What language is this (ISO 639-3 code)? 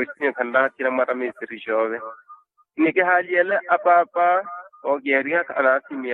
vmw